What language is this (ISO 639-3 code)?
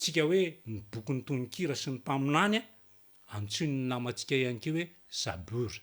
mlg